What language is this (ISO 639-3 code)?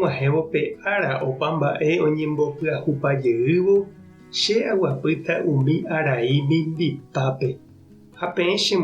grn